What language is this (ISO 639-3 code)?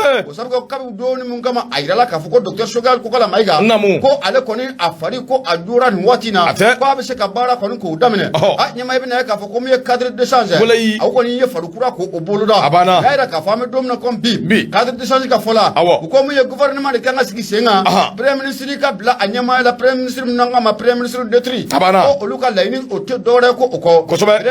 bam